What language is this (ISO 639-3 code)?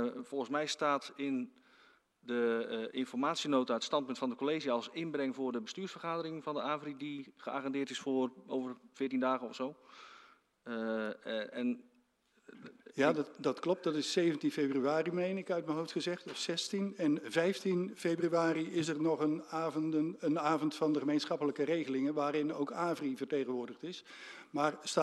nld